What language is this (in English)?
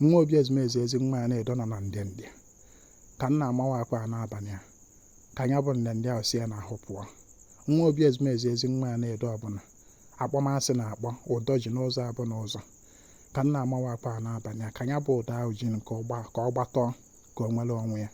Igbo